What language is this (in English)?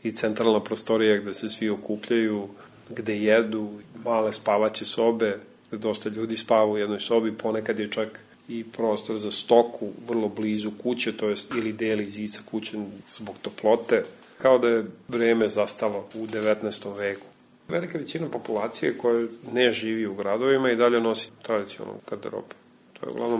Serbian